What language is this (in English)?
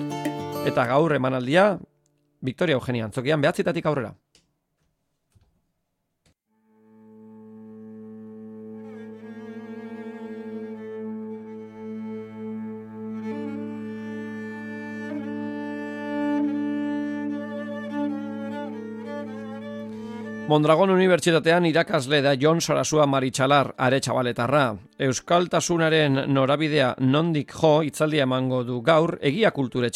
Basque